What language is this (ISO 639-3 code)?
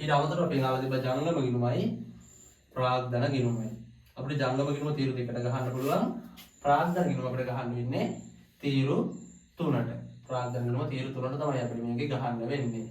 sin